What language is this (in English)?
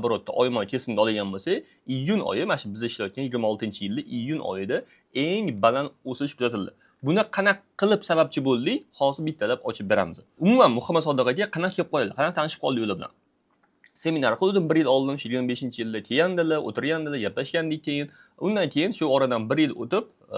Uzbek